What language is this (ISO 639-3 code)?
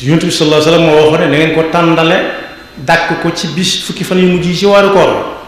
wol